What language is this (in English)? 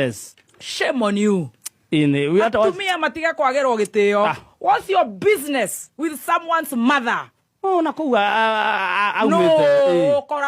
Kikuyu